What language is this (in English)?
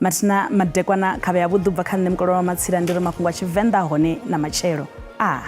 Venda